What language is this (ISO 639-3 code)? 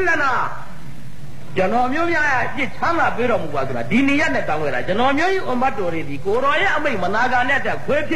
mya